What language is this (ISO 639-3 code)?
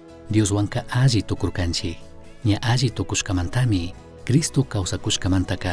qug